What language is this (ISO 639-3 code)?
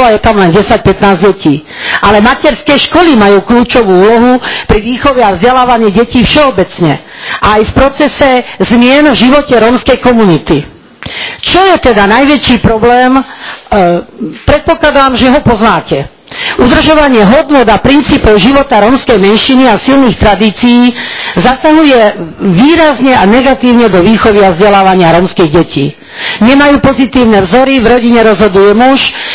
slk